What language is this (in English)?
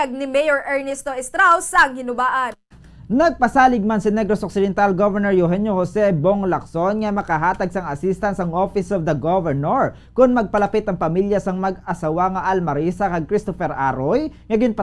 Hiligaynon